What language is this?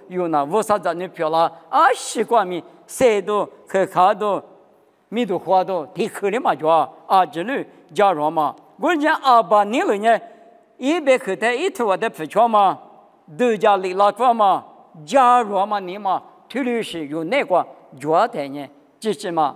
Lisu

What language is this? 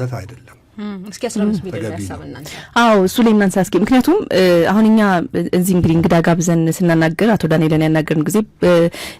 Amharic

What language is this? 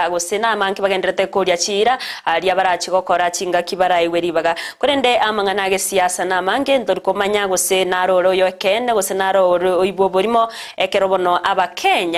Gusii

